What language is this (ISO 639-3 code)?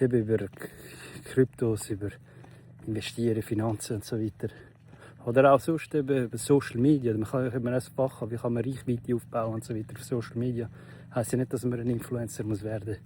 gsw